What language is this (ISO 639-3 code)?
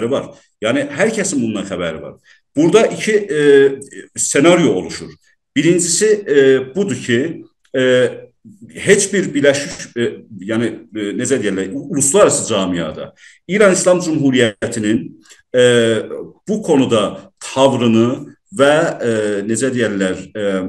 azb